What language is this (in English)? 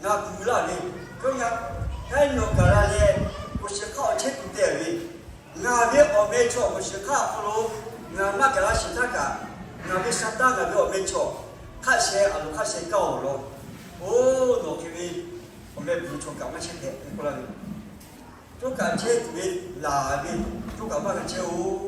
Lahu